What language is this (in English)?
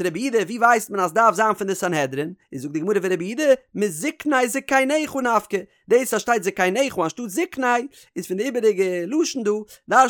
Yiddish